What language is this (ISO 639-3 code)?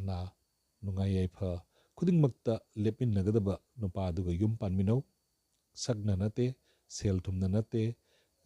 mni